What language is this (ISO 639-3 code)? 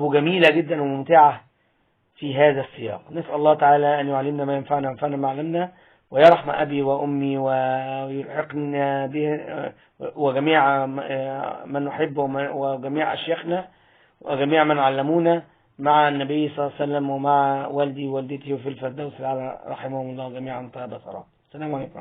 arz